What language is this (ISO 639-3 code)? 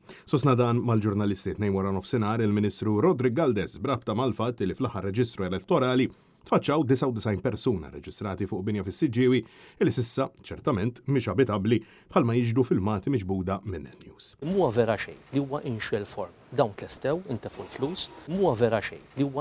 mlt